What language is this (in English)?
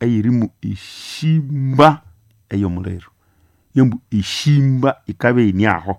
Nande